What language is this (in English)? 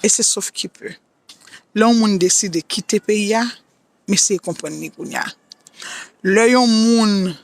Haitian Creole